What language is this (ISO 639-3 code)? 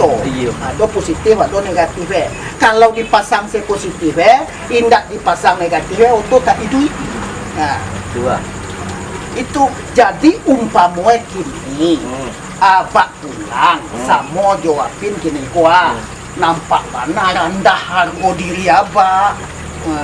min